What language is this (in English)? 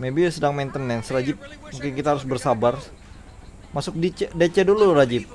Banjar